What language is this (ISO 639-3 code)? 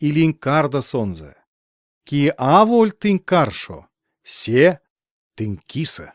myv